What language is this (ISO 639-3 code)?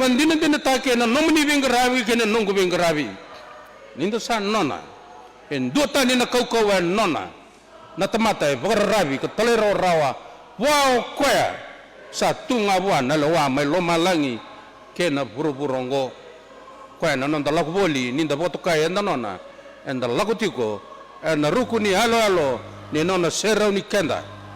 fij